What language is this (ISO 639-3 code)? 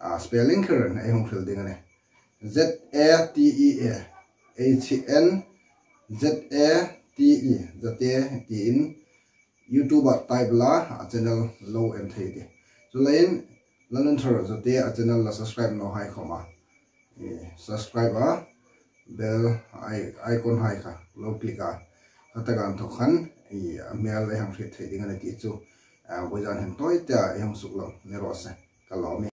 hmr